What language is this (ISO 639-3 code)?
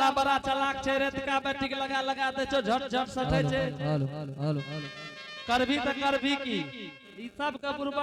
anp